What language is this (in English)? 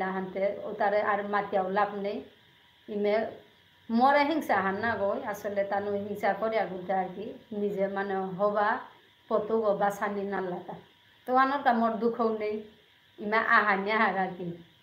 Bishnupriya